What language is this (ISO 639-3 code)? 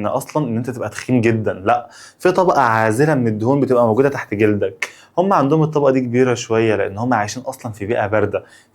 arz